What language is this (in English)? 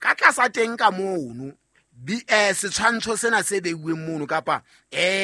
Southern Sotho